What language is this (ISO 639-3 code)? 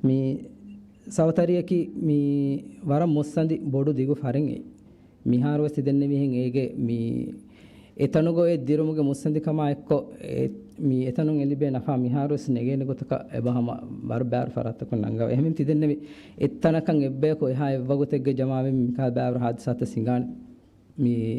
div